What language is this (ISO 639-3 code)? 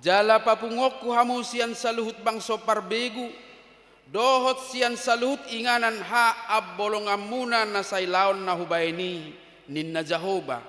bbc